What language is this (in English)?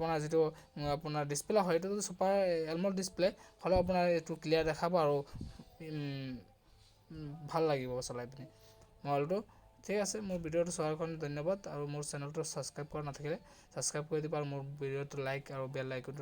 Assamese